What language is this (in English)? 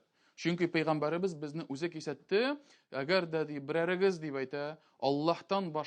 Tatar